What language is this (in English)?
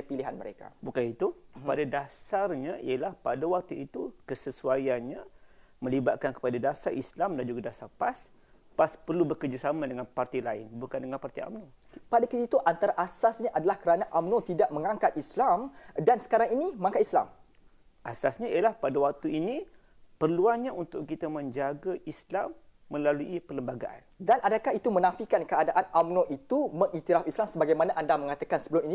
Malay